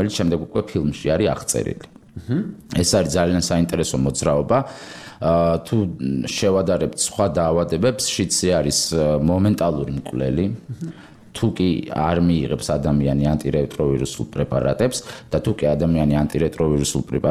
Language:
Georgian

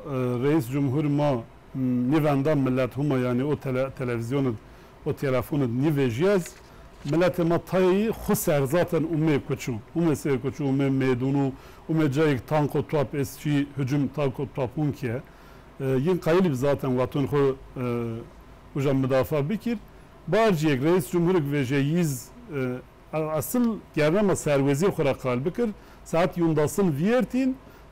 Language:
Zaza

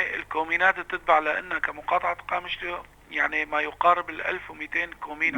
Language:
North Levantine Arabic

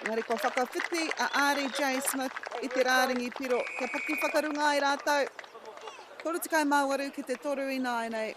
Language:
Māori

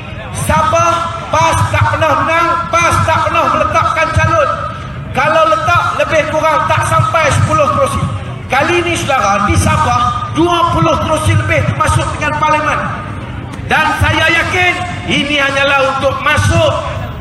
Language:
Malay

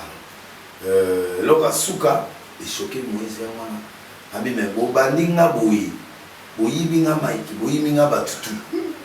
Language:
Lingala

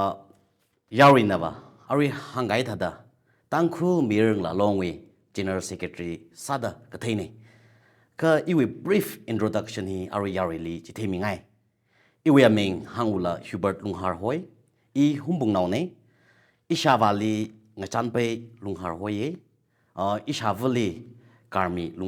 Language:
Tangkhul Naga (India)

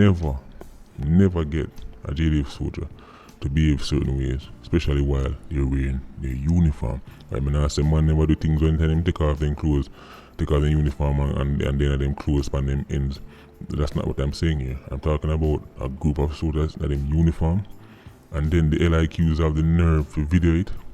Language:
Jamaican Creole English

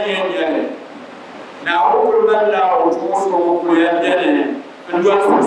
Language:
Dagbani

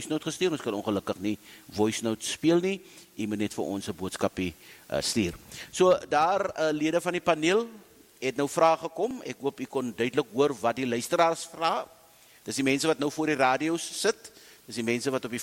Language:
Afrikaans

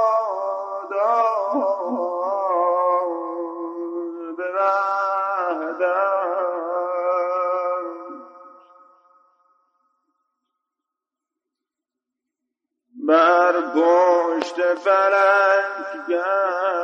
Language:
Persian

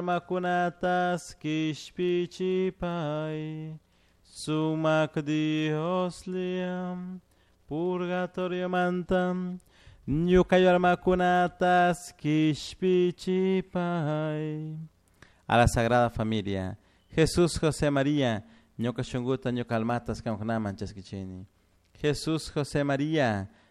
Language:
Chimborazo Highland Quichua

